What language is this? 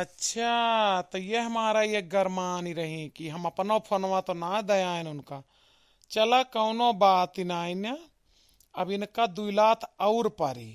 Awadhi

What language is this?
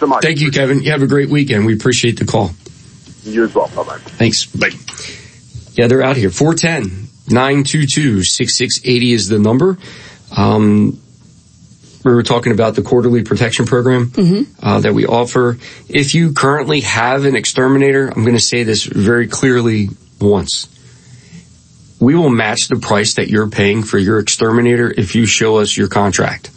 English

